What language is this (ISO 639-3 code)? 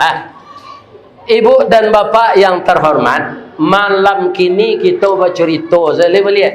min